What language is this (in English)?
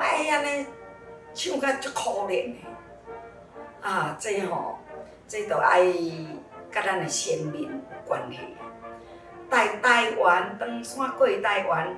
Min Nan Chinese